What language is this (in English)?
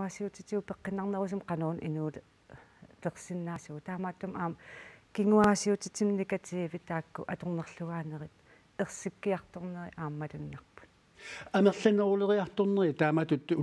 Kalaallisut